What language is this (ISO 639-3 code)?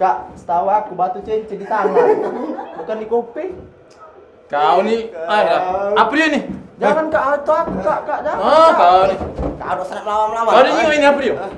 mui